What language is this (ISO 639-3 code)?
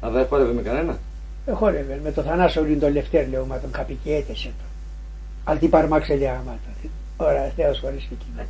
pnt